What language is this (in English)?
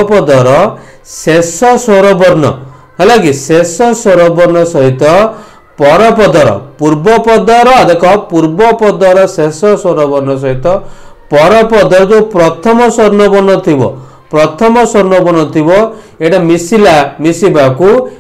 Odia